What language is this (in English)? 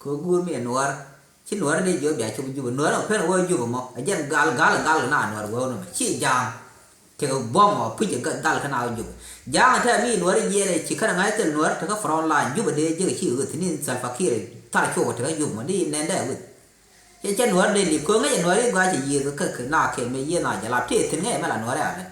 Nuer